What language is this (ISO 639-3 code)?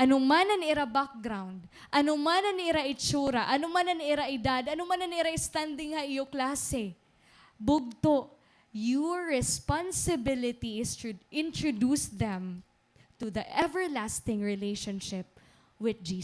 war